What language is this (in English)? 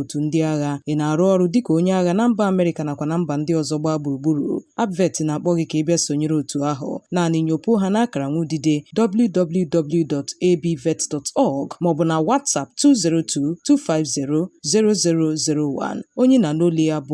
Igbo